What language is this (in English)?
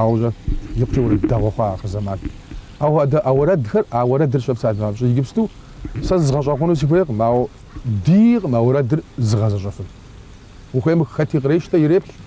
Kabardian